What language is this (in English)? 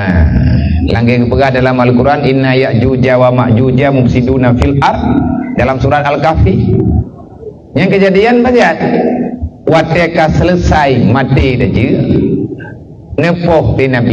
Achinese